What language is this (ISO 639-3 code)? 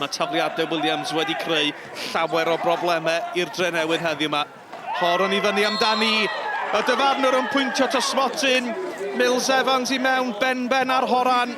cym